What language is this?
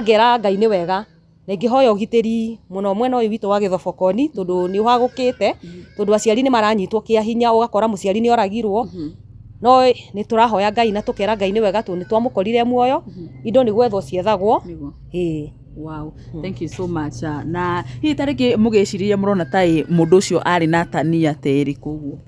Kikuyu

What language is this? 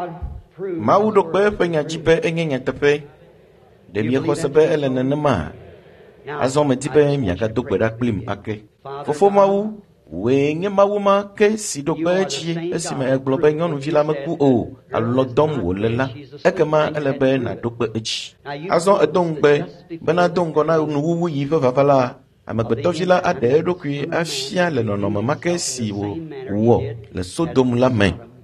Ewe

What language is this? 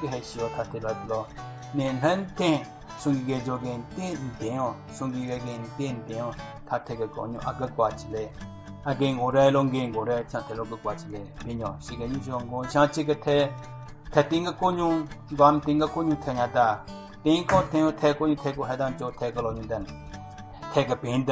Southern Rengma Naga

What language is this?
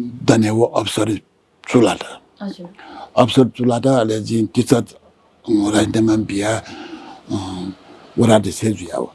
Newari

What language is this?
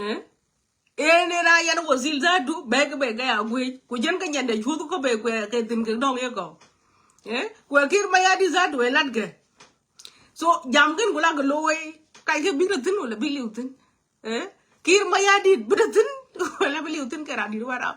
Nuer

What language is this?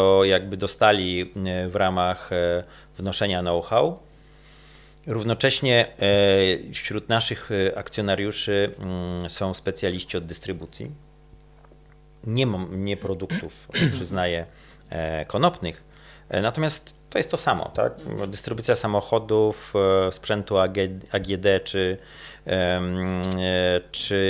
Polish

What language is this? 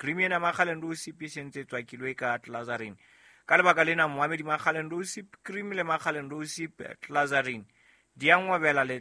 Southern Sotho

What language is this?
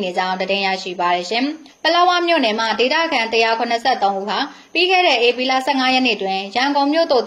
Burmese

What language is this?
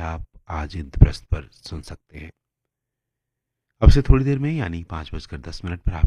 Hindi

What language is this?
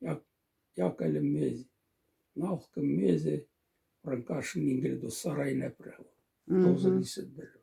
Moksha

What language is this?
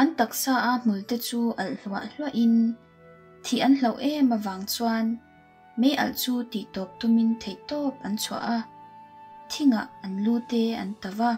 Mizo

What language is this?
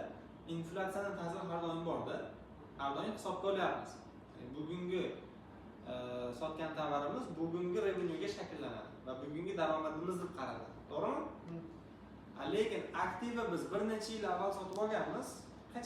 Uzbek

